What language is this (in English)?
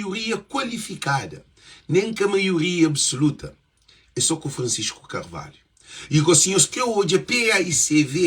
Kabuverdianu